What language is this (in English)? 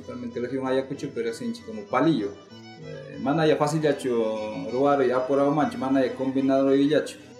Ayacucho Quechua